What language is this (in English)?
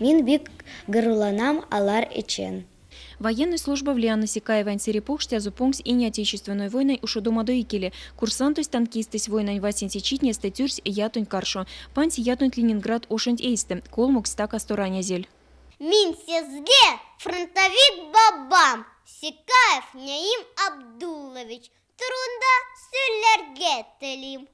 Erzya